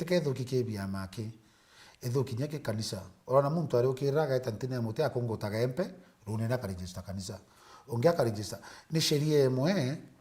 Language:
Meru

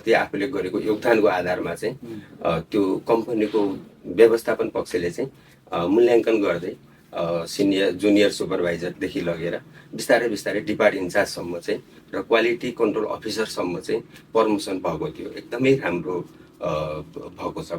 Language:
Nepali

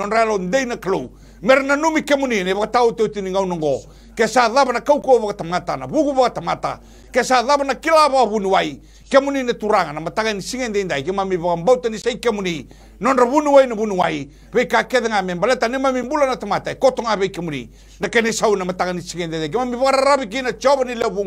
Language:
Fijian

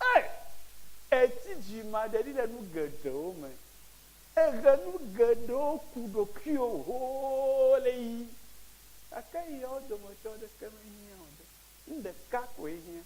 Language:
Ewe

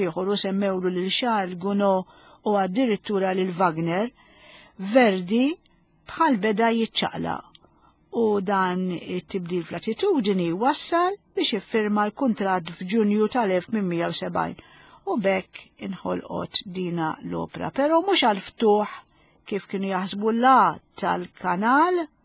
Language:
Maltese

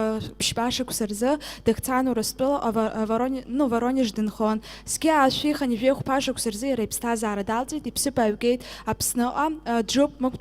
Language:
Abkhazian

